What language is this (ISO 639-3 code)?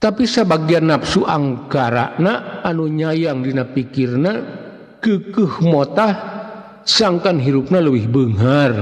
sun